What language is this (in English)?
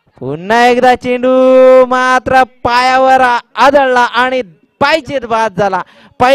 Marathi